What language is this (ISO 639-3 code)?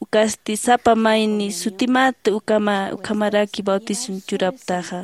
aym